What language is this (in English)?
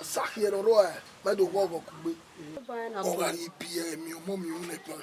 Bini